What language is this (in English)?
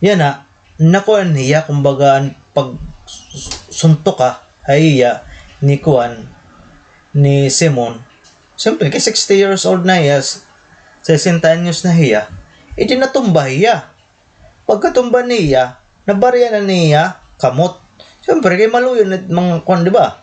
Waray